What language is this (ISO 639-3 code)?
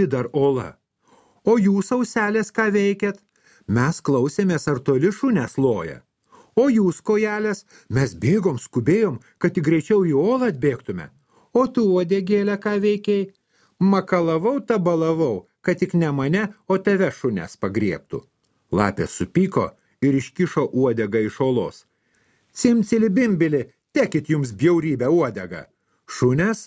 lit